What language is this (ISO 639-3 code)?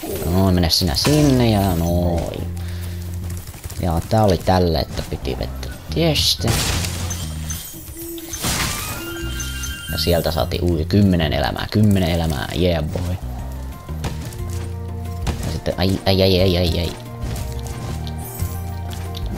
fin